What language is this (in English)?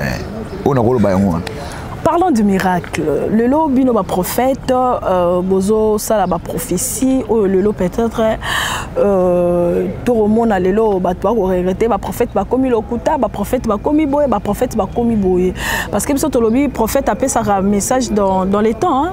Lingala